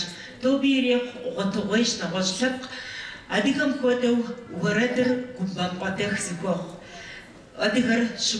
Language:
Kabardian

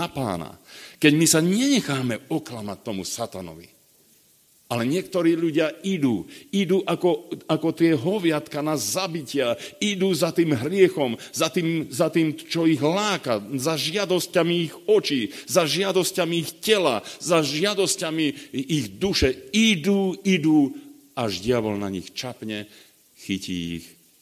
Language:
Slovak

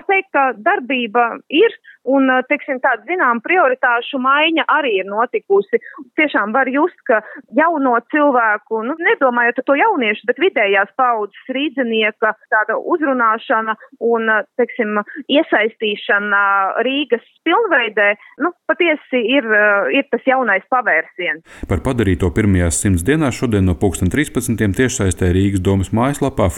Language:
Latvian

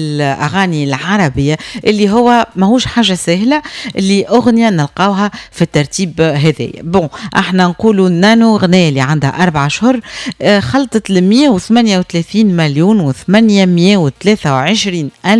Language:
Tunisian Arabic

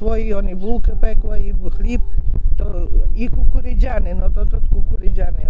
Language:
Rusyn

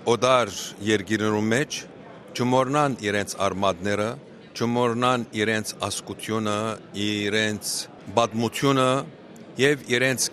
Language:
Western Armenian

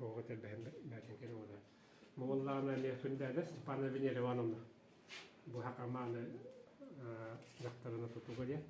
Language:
Yakut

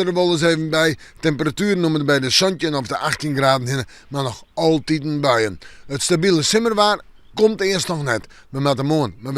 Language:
Western Frisian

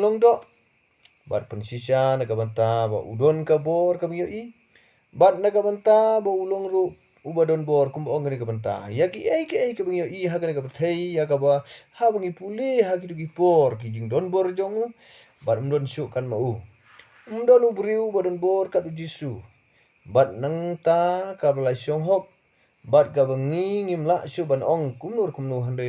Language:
Khasi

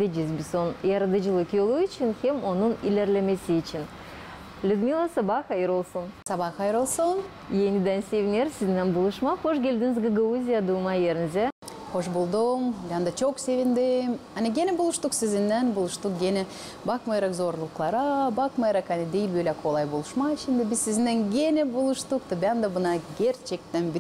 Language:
Gagauz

